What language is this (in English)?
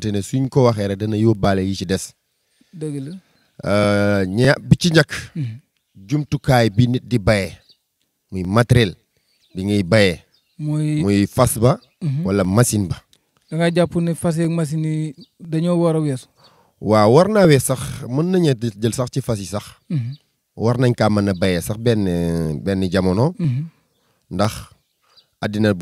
Wolof